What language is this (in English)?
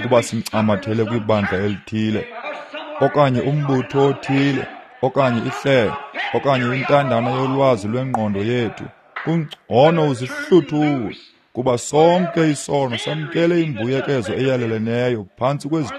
Xhosa